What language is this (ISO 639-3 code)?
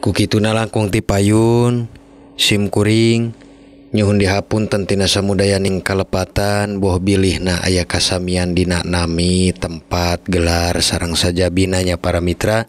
sun